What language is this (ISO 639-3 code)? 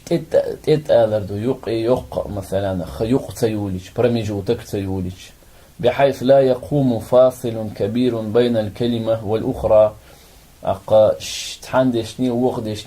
che